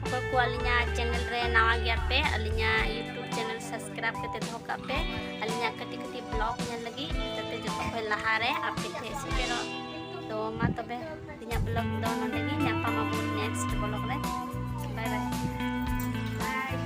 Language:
Santali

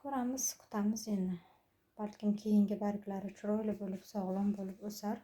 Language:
Uzbek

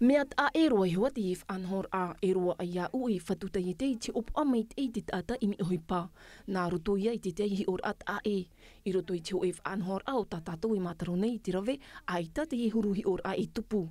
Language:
Tahitian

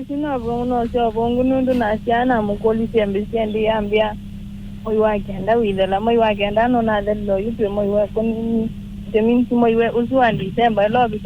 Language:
Kamba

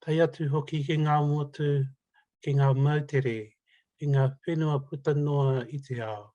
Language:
Māori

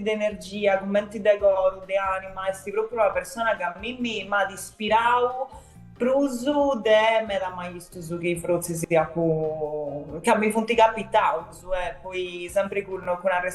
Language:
Sardinian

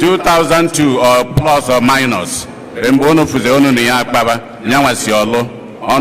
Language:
Igbo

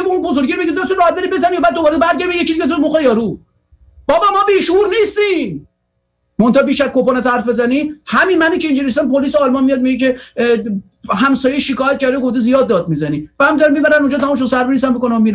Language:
Persian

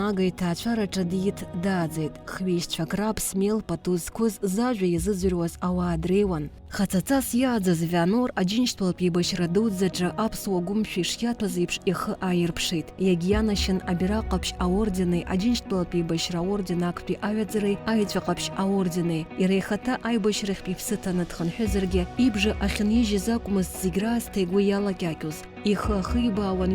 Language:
Abkhazian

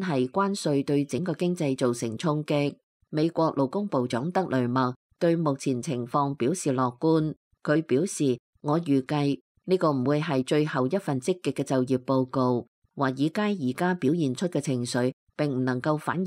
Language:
Cantonese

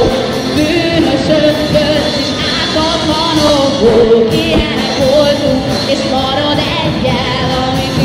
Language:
Hungarian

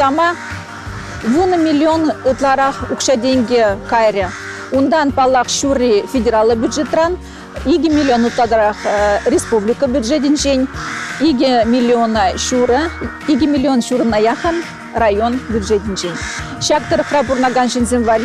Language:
Chuvash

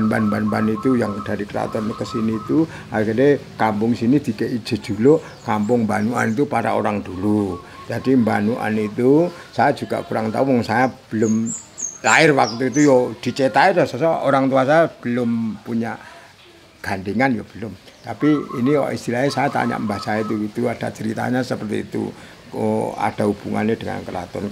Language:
Indonesian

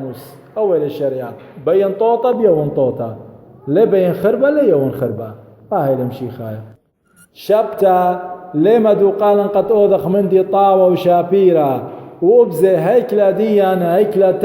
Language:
Assyrian Neo-Aramaic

